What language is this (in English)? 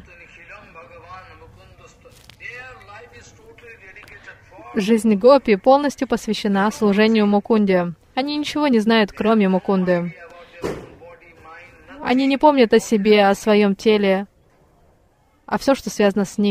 Russian